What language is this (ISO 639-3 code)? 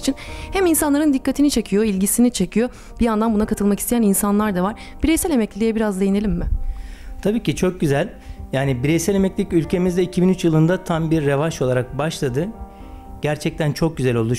tur